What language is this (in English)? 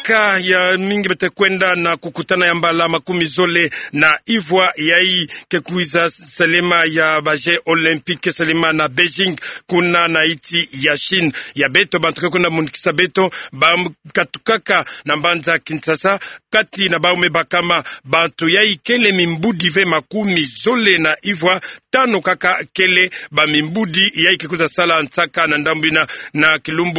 Kituba (Democratic Republic of Congo)